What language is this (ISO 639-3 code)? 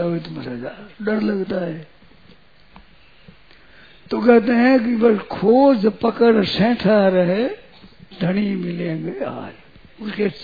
hin